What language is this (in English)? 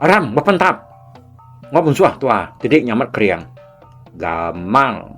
Iban